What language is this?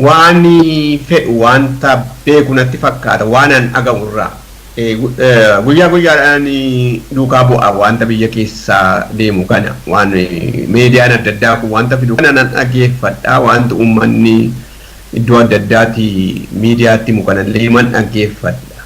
Oromo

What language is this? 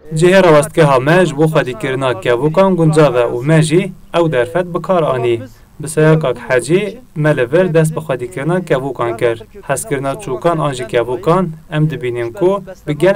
Kurdish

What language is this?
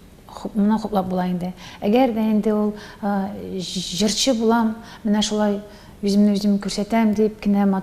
Tatar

